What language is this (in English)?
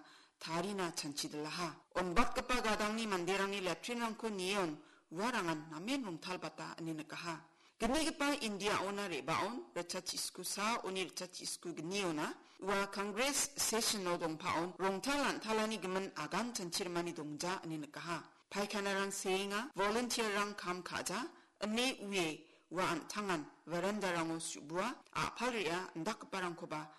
Garo